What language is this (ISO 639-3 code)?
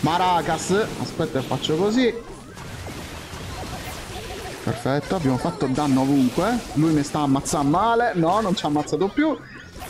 ita